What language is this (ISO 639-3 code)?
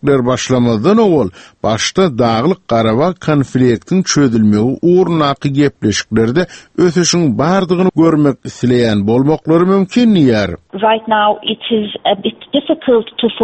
tuk